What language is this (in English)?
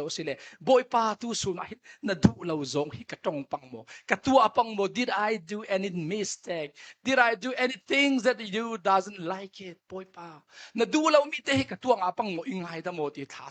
Falam Chin